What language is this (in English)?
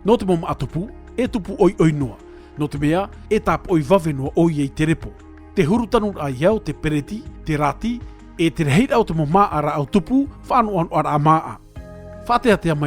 Tahitian